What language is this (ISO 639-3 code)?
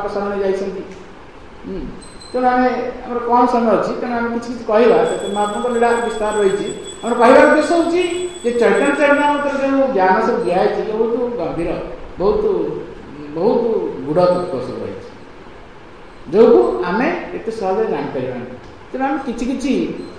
ori